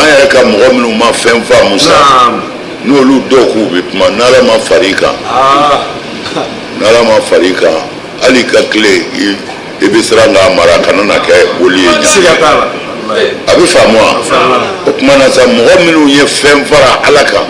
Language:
Bambara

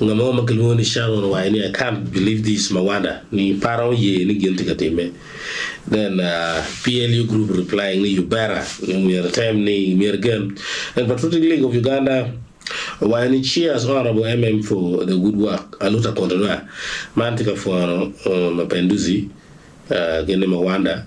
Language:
Acoli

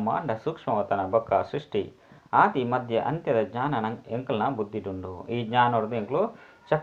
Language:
Tulu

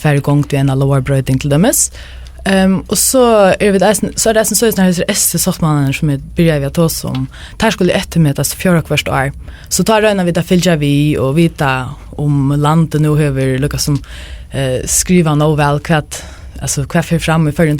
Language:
Faroese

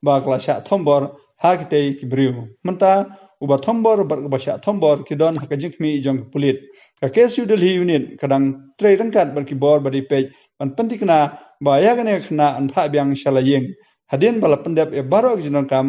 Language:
Khasi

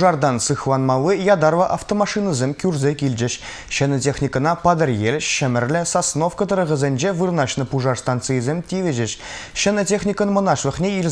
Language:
Chuvash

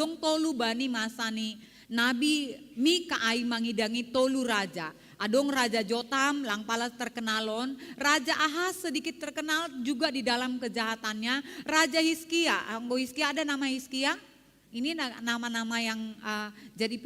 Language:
Batak Simalungun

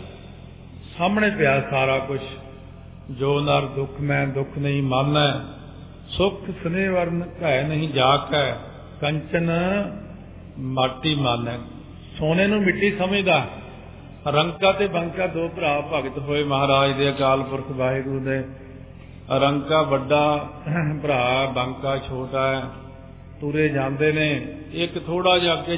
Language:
Punjabi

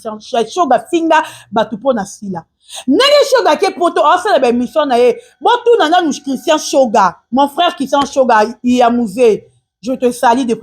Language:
Lingala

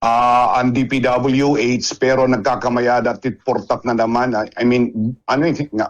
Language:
Waray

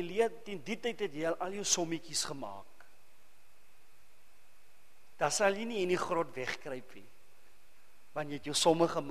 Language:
Afrikaans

